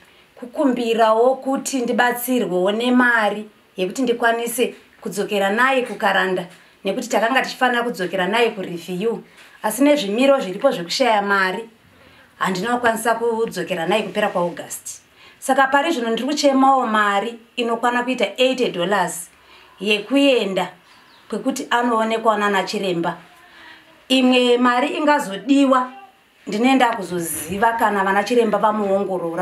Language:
Shona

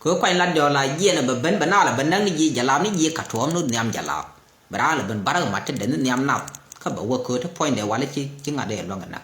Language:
Nuer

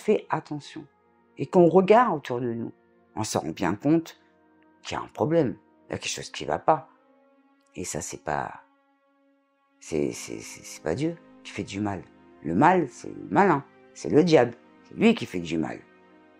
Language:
French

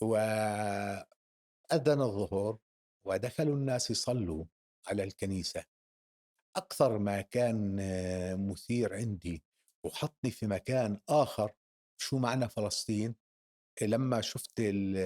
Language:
North Levantine Arabic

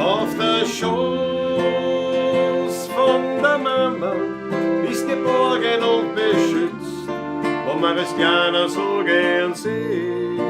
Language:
Bavarian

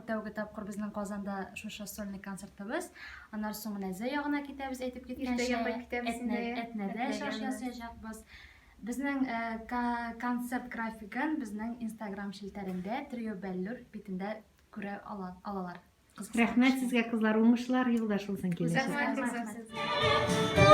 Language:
Tatar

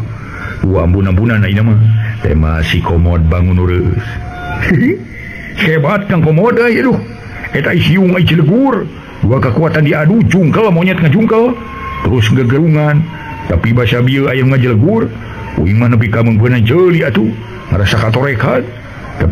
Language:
Sundanese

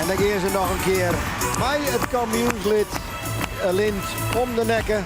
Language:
Western Frisian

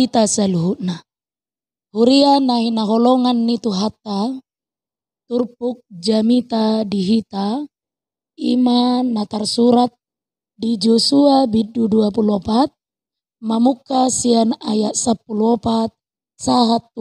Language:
Batak Toba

